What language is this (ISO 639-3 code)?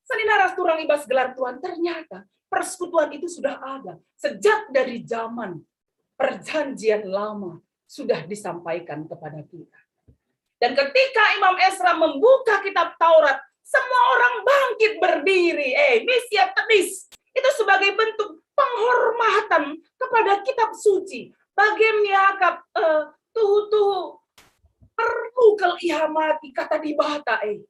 btx